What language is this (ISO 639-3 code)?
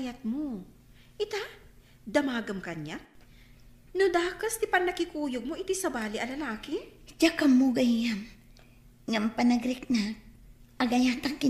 ilo